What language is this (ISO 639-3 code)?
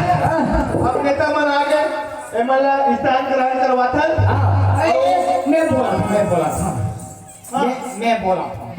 hne